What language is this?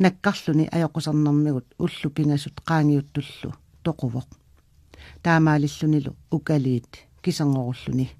Kalaallisut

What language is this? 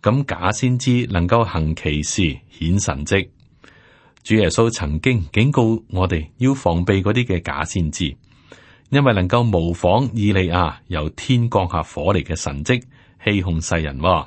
Cantonese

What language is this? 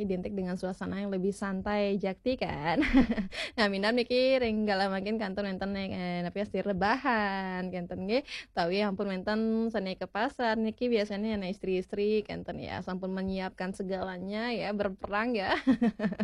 Balinese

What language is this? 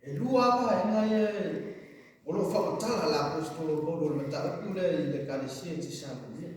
Samoan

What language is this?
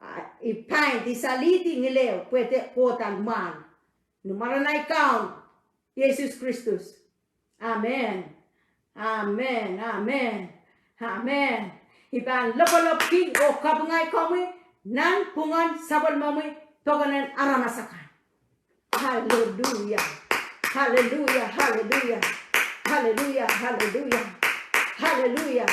Pohnpeian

